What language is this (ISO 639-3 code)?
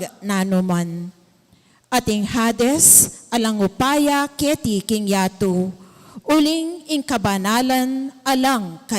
pam